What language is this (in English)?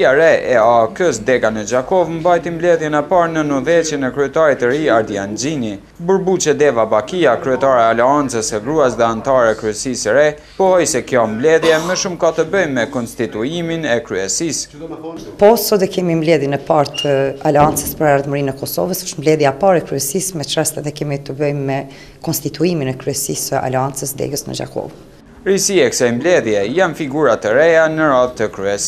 Albanian